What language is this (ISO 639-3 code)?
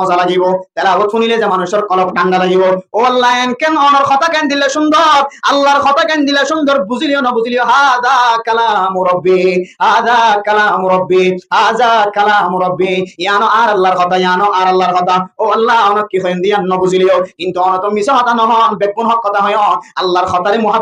rhg